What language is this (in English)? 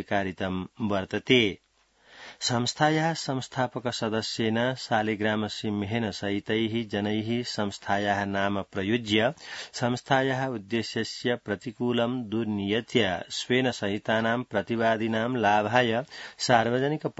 Sanskrit